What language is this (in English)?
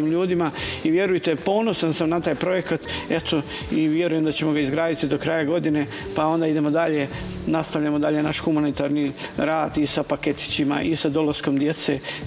Serbian